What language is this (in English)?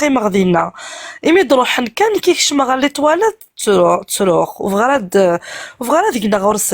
Kabyle